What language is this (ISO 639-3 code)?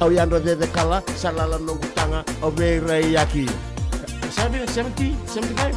fij